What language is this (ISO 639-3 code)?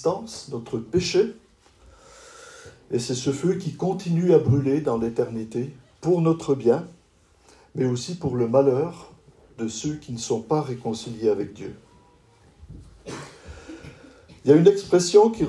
fra